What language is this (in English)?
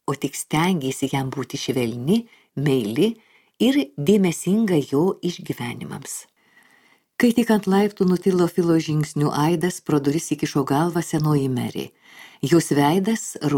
Lithuanian